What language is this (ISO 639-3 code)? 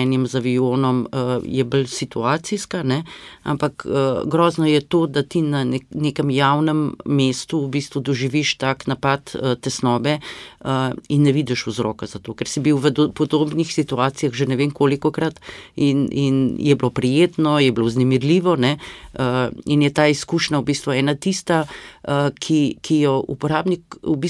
slv